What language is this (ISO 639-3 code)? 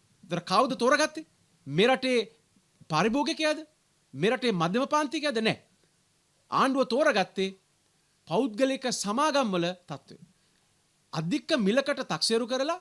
sin